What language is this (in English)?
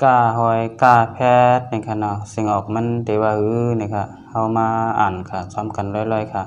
Shan